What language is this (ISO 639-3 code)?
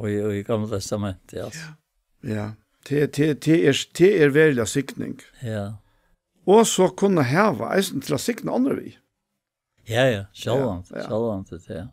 fao